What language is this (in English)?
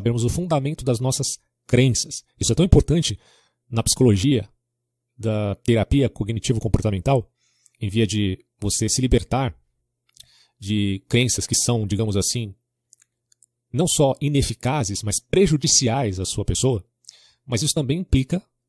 Portuguese